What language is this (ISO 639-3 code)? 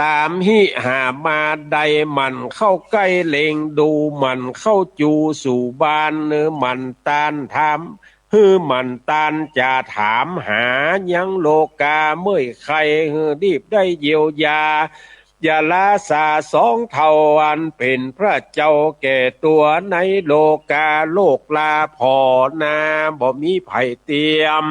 nod